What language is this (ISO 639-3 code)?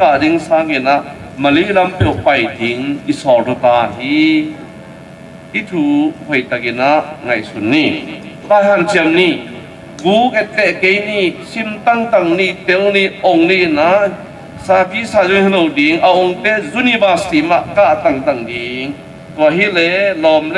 ctd